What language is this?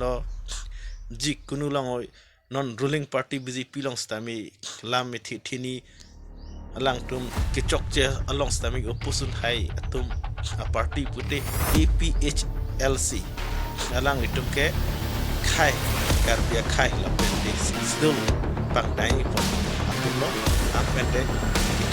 Karbi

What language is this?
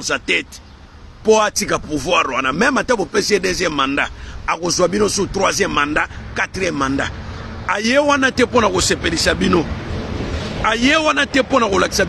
Lingala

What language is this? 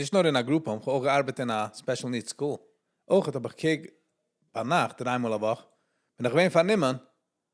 Yiddish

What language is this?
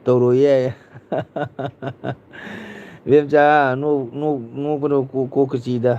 Manipuri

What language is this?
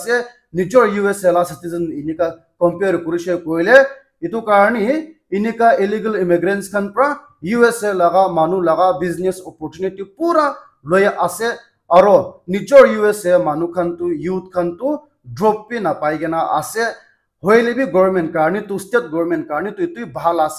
Naga Pidgin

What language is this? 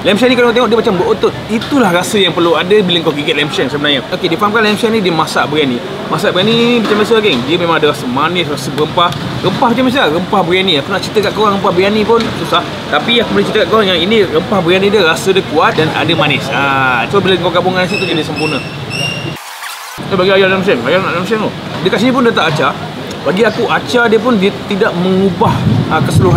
Malay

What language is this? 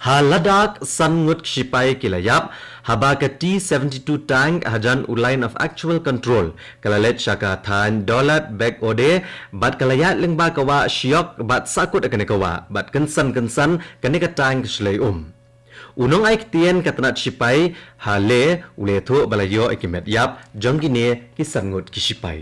Khasi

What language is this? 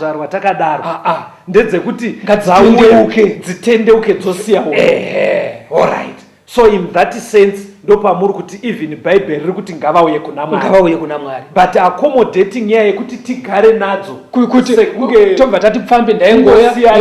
Shona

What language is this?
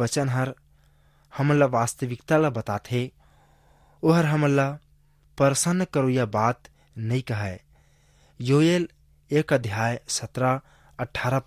Chhattisgarhi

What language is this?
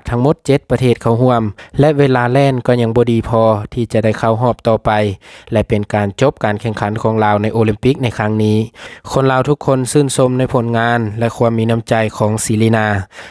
Lao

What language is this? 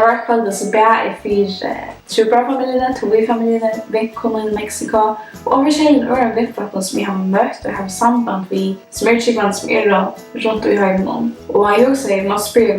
Faroese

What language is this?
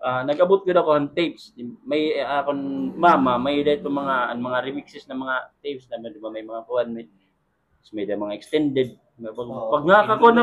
Waray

